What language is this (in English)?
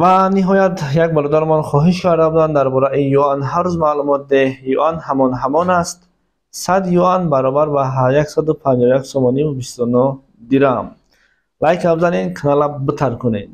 Tajik